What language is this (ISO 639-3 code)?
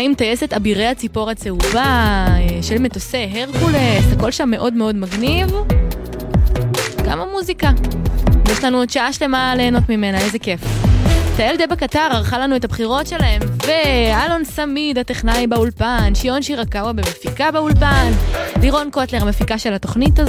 heb